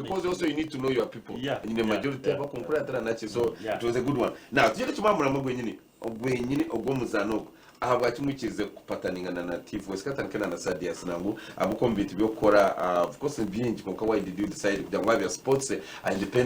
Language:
Nyankole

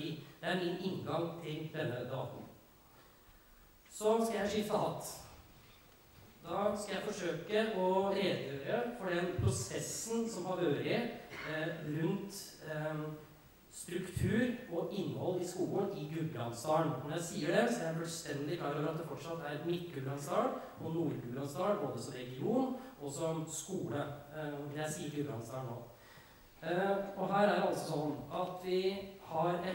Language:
Norwegian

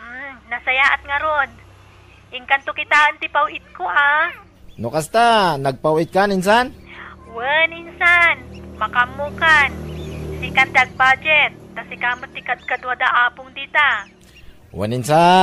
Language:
Iloko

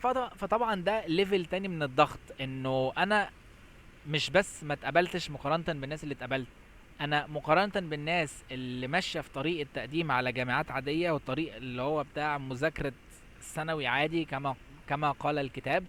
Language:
Egyptian Arabic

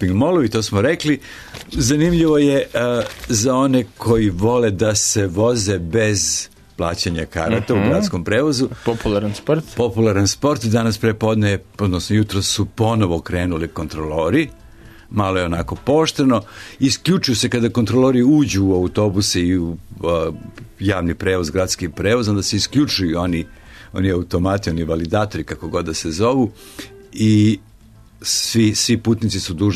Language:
Serbian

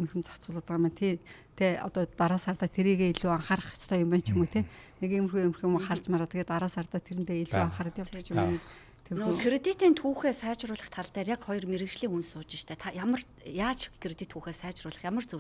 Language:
Mongolian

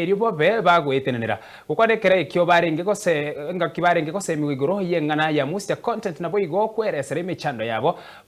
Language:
Gusii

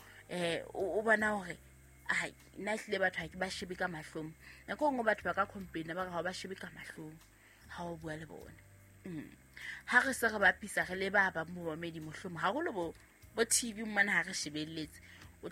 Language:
Southern Sotho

